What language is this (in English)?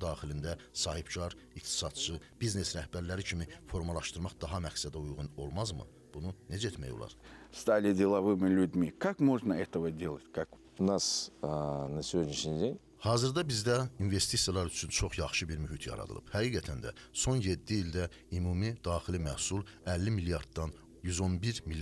Azerbaijani